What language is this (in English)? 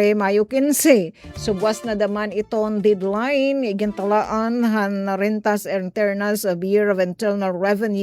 Waray